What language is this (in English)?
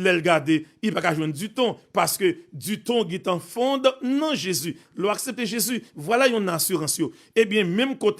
Haitian Creole